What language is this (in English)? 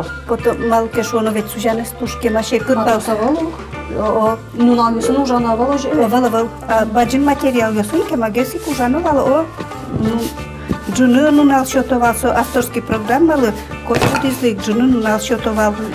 Udmurt